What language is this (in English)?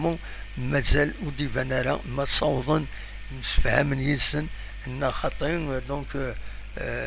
Kabyle